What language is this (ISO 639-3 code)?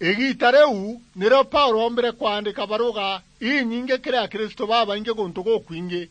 mer